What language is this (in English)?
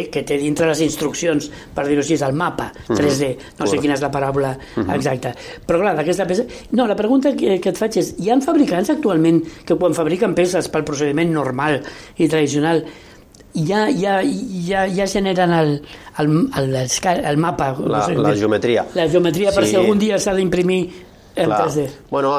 Catalan